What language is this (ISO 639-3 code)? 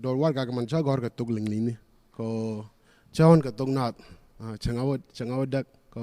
nus